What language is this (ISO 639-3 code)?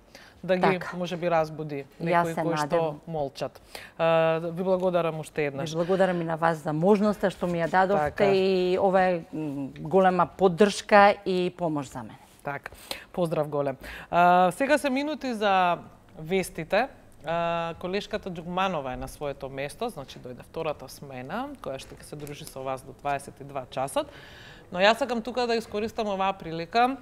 mkd